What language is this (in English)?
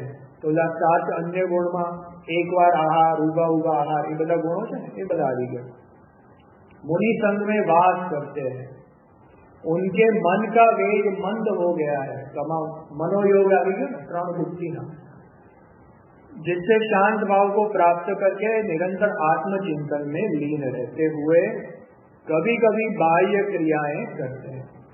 Gujarati